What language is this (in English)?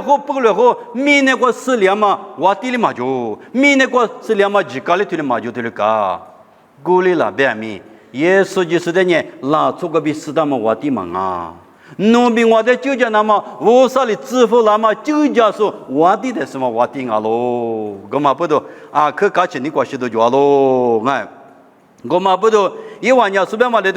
Lisu